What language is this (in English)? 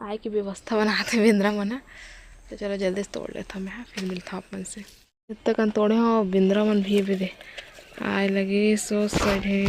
Chhattisgarhi